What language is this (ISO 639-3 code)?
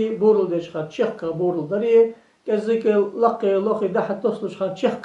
inh